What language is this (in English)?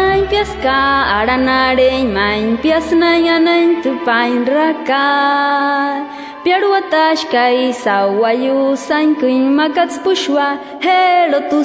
Wayuu